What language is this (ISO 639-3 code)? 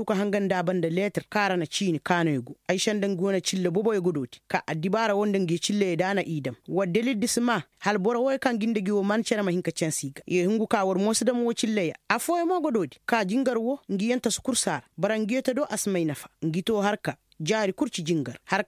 ses